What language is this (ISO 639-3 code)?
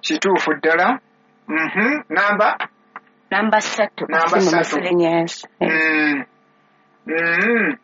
lug